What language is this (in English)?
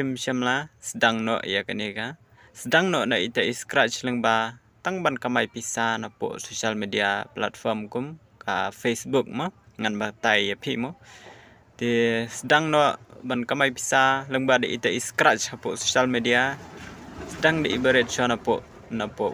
Khasi